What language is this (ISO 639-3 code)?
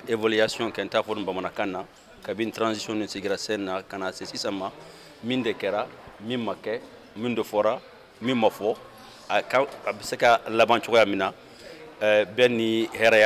bam